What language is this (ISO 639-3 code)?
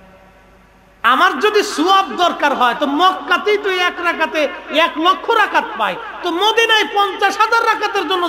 ben